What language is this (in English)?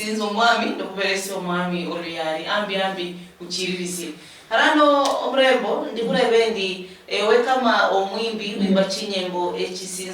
Luyia